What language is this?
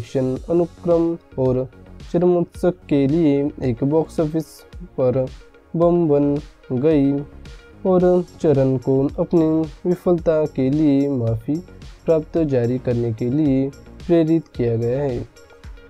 Hindi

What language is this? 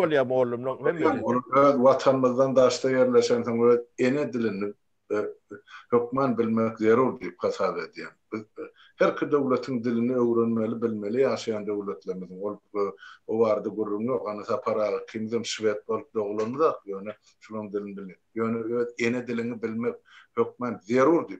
Turkmen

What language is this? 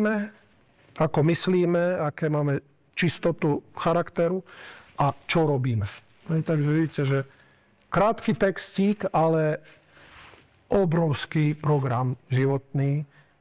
Slovak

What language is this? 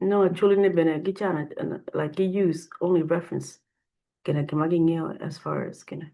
Acoli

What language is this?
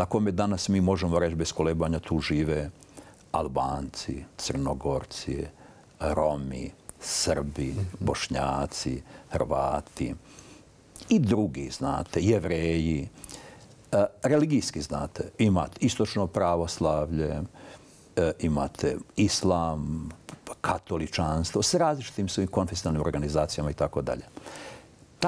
Bosnian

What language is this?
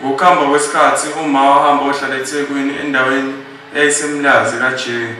Zulu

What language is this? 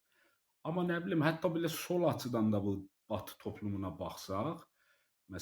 South Azerbaijani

